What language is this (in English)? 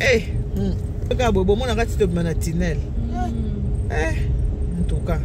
Lingala